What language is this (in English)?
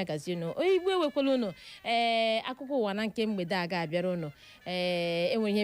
Igbo